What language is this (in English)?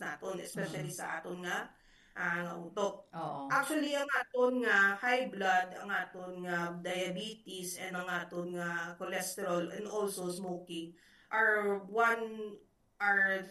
Hiligaynon